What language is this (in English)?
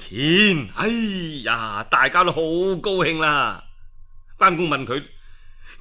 Cantonese